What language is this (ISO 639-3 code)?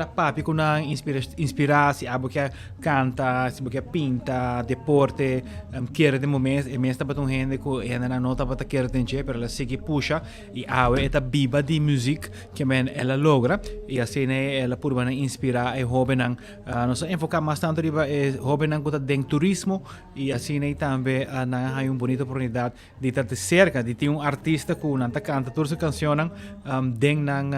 pap